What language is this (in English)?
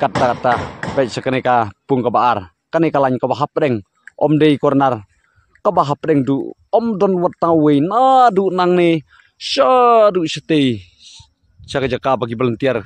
Khasi